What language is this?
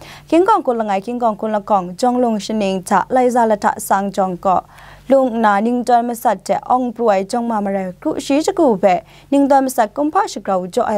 Kachin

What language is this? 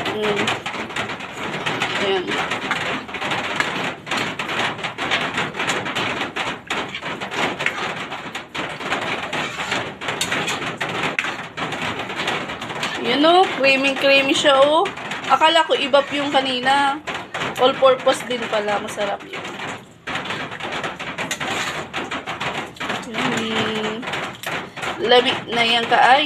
Filipino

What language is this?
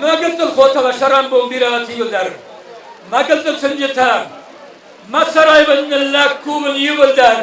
Ossetic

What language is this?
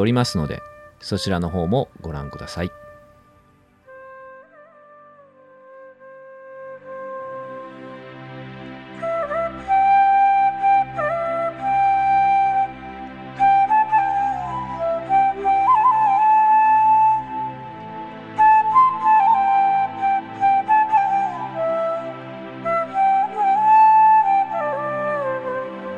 Japanese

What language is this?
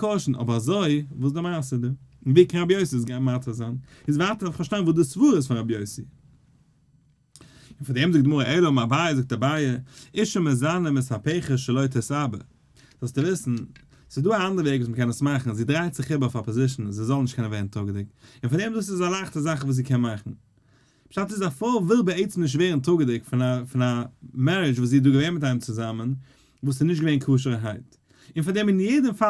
Yiddish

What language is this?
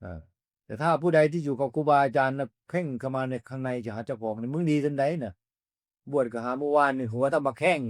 Northeastern Thai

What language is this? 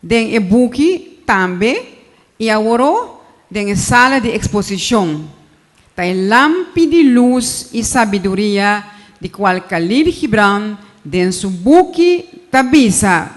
Papiamento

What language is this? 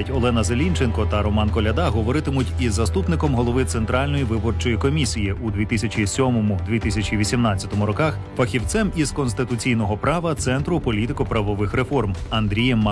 Ukrainian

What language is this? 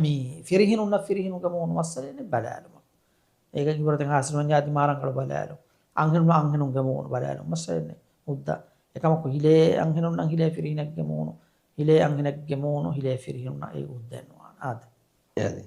Divehi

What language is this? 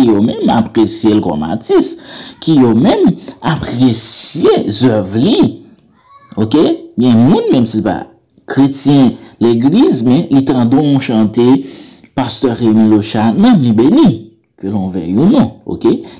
Haitian Creole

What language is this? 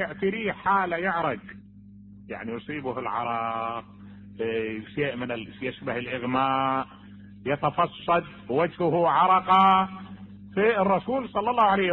Mesopotamian Arabic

